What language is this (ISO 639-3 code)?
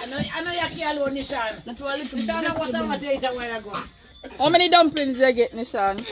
jam